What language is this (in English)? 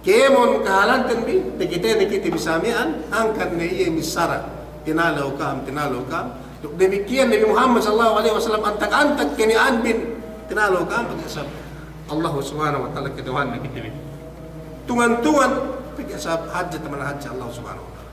Yakan